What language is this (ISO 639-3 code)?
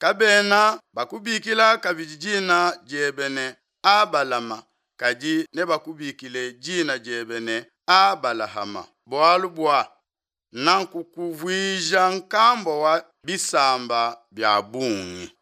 lua